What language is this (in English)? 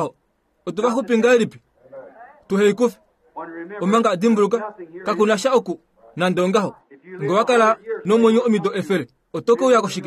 Kuanyama